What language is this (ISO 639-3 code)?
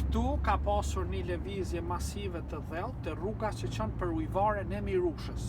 sqi